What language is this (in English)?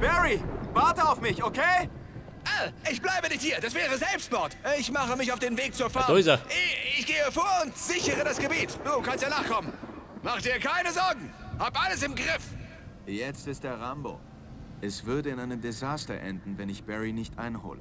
Bavarian